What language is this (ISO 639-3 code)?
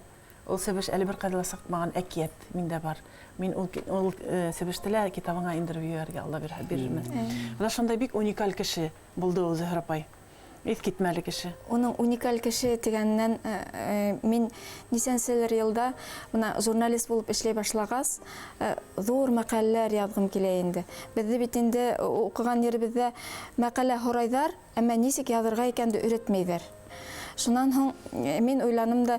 bak